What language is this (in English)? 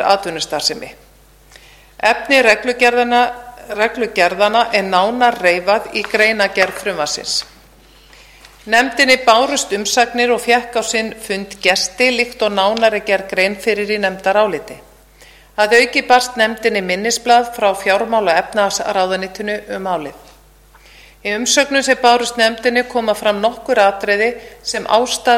Icelandic